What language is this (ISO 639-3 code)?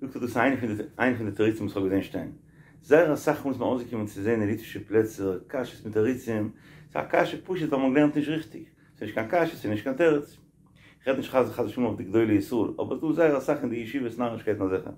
yid